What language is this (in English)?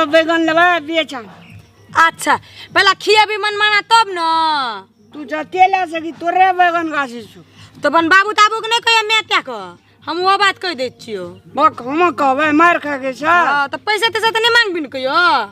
Maithili